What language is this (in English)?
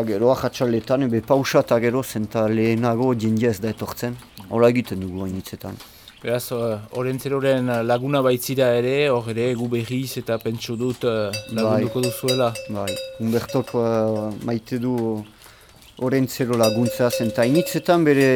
Basque